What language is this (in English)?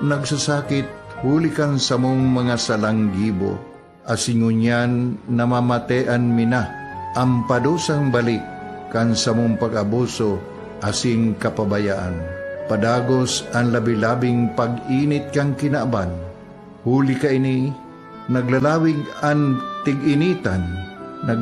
Bikol